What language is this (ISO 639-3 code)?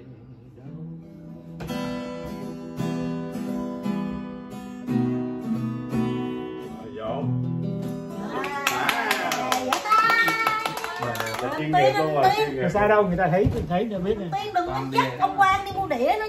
vie